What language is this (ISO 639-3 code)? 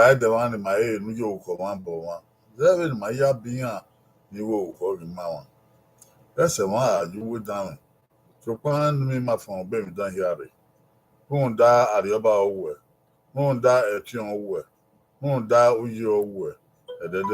bin